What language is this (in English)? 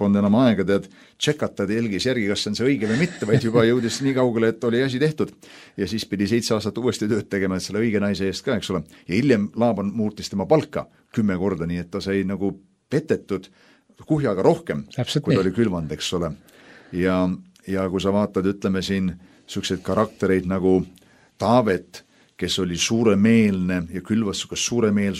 Estonian